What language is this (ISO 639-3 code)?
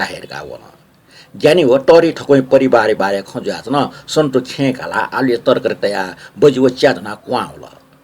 new